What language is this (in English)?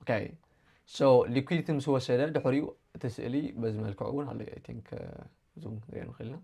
Tigrinya